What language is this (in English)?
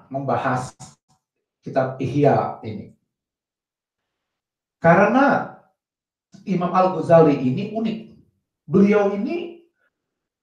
Indonesian